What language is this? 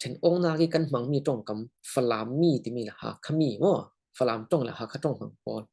Falam Chin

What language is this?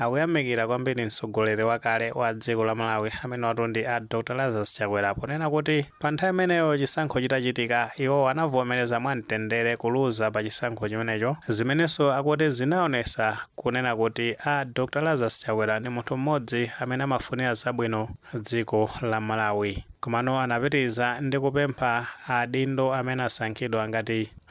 Nyanja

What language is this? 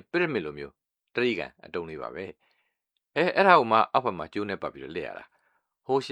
Burmese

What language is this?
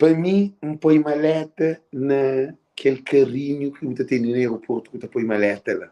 Kabuverdianu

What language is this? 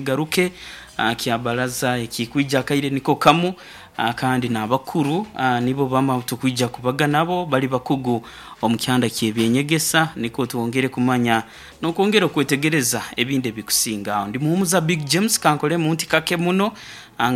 Nyoro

